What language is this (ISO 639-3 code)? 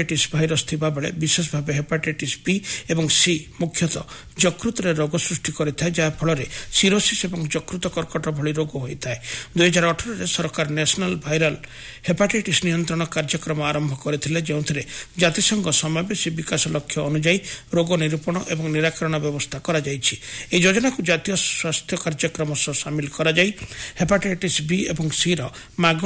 ori